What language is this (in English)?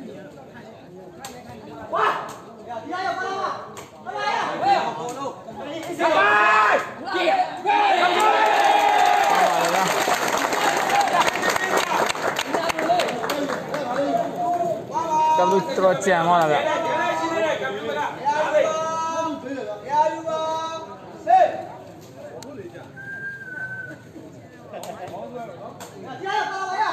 Burmese